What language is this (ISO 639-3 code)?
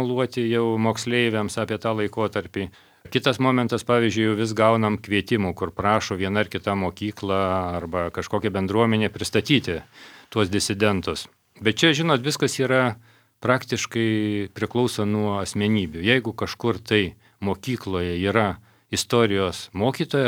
lit